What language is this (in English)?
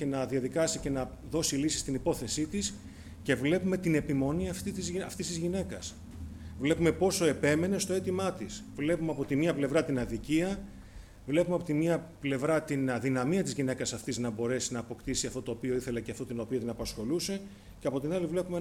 Greek